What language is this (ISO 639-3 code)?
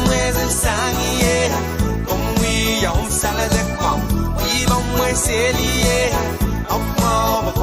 pon